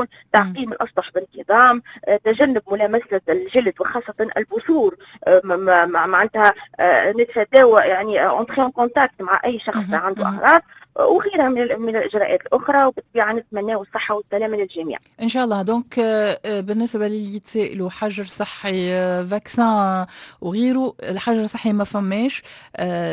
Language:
Tunisian Arabic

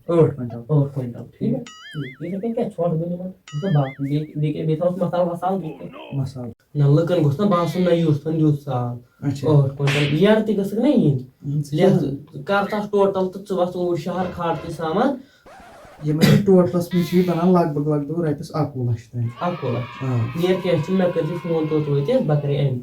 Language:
Kashmiri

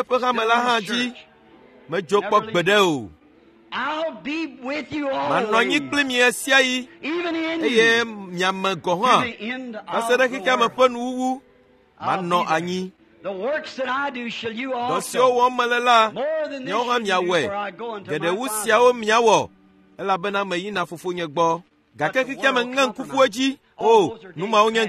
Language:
Ewe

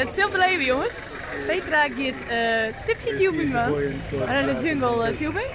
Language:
Western Frisian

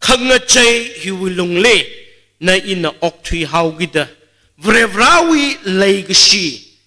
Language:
Tangkhul Naga (India)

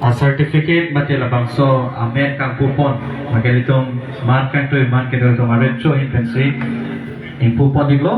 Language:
Karbi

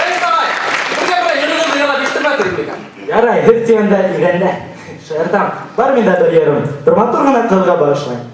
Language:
Bashkir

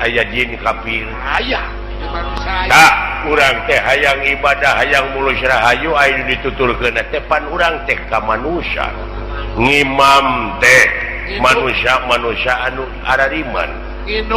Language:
Sundanese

